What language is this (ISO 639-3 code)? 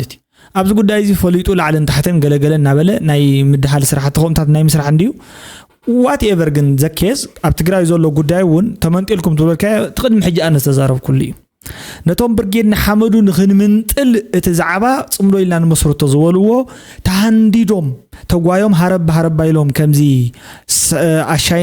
tir